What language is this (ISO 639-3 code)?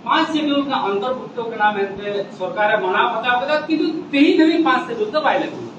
sat